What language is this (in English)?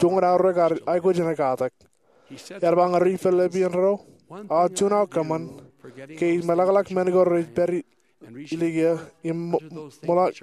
Marshallese